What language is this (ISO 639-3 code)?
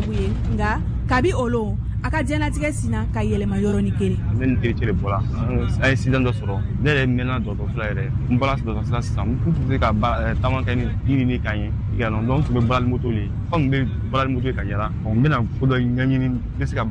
bam